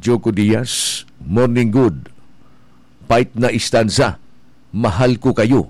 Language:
Bikol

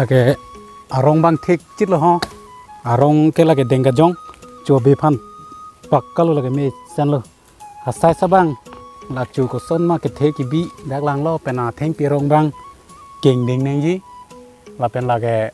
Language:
Karbi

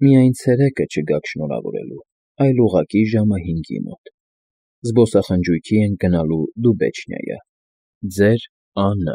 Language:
Armenian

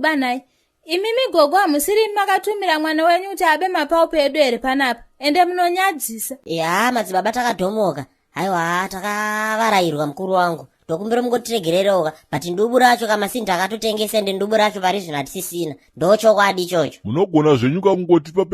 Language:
Shona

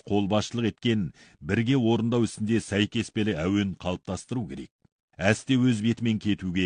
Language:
Kazakh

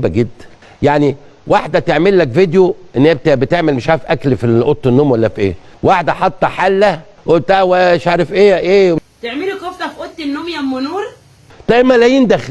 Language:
Egyptian Arabic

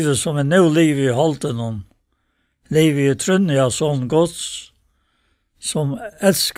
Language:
Faroese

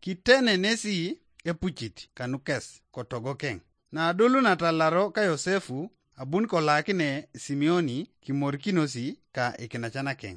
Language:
Teso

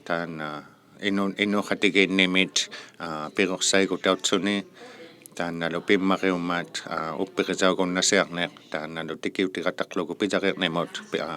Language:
Inuktitut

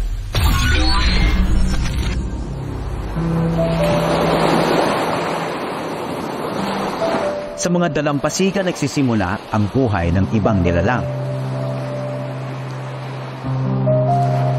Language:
Filipino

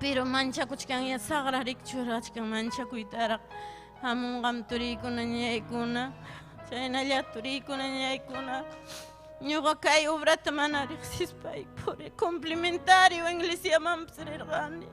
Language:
Ayacucho Quechua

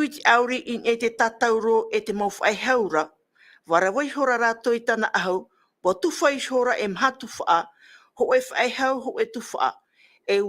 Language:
Tahitian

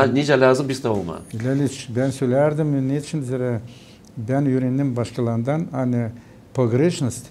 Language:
Gagauz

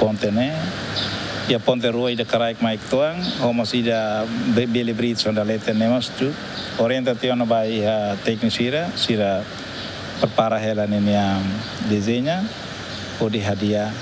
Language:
Tetum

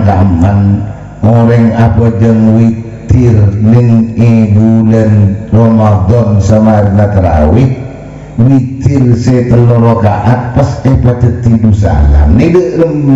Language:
Madurese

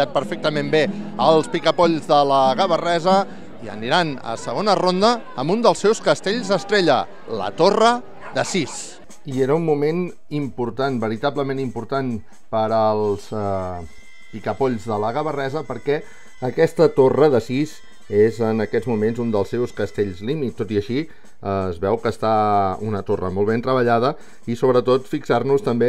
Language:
Catalan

